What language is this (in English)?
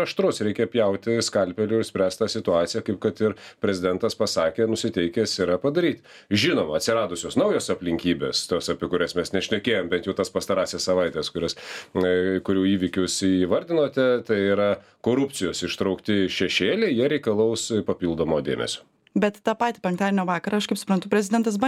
Lithuanian